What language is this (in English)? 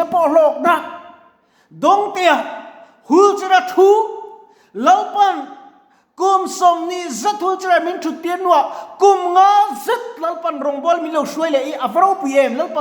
Mizo